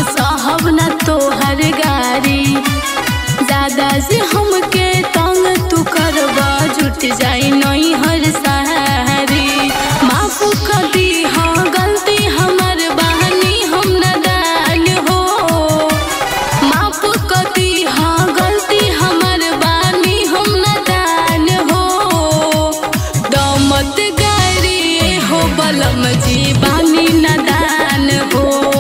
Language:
Bhojpuri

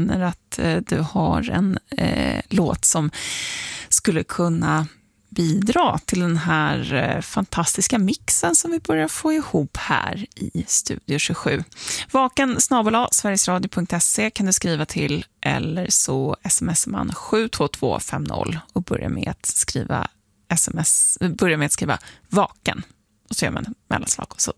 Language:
Swedish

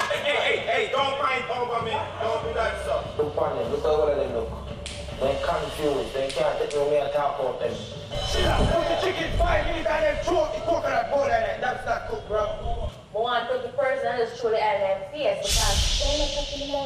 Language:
Jamaican Creole English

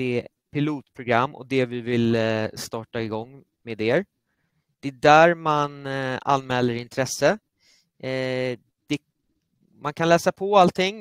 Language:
Swedish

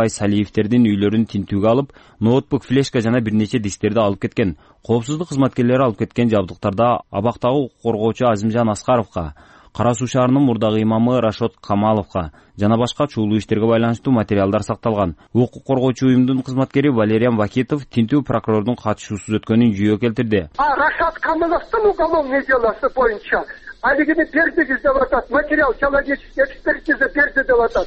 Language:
Kyrgyz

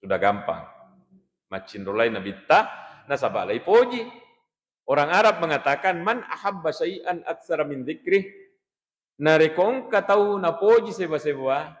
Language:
Buginese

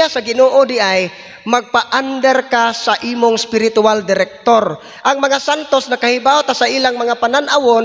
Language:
Cebuano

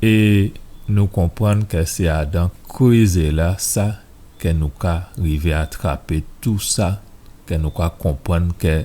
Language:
Guadeloupean Creole French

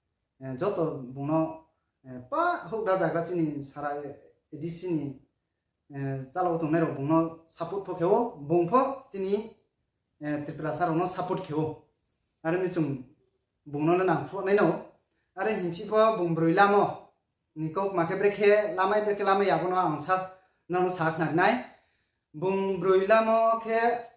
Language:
Riang (India)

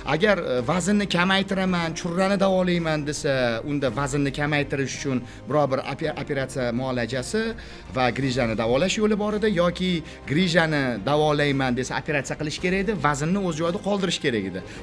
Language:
Uzbek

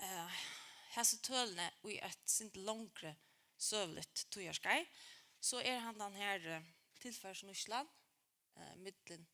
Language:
Faroese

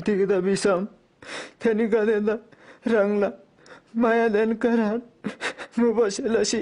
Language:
Eastern Tamang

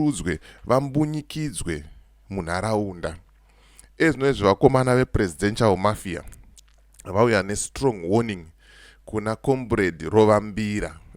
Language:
Shona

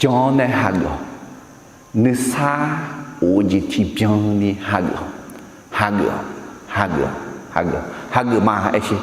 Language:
Akha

